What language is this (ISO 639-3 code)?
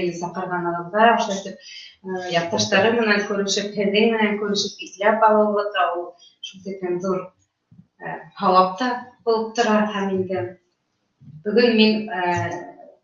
bak